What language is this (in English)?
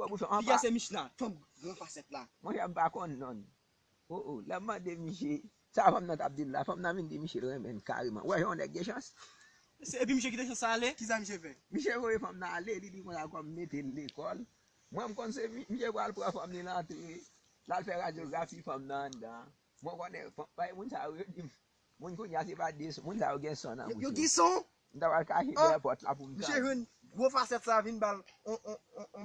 Haitian Creole